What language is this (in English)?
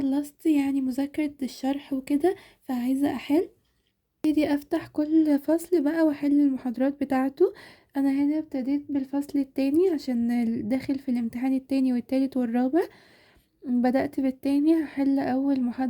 Egyptian Arabic